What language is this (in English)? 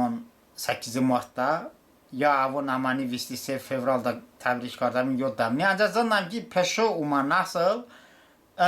Talysh